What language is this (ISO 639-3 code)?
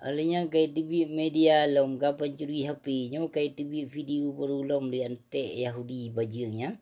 ace